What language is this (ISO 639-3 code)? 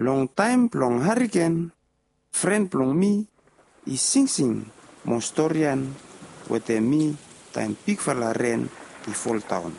bis